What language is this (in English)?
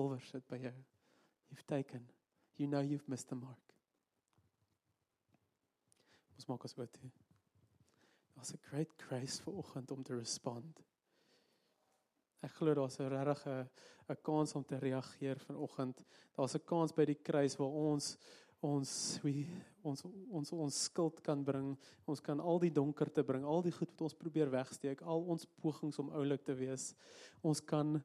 Afrikaans